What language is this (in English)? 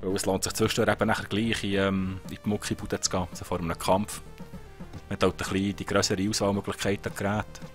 Swiss German